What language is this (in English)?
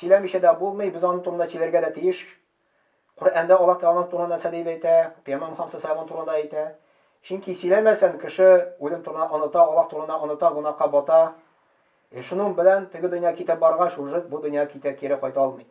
Tatar